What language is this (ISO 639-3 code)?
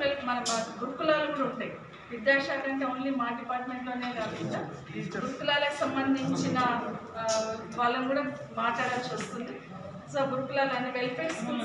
tel